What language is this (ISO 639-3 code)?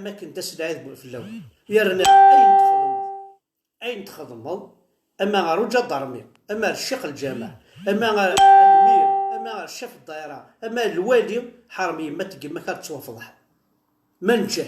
kab